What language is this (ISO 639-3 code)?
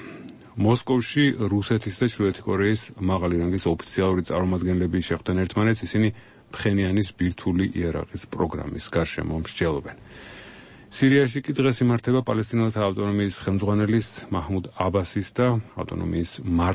kat